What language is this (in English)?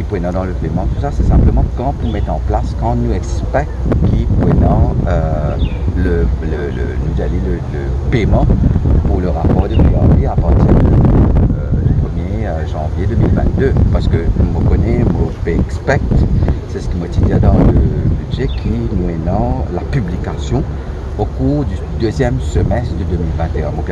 Morisyen